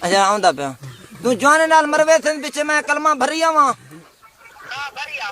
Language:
Saraiki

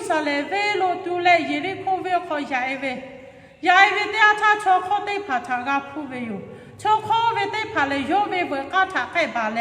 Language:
Lahu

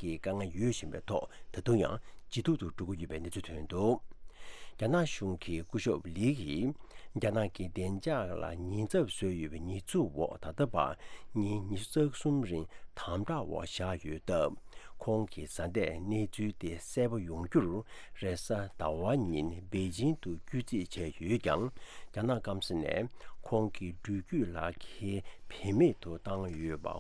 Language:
Tibetan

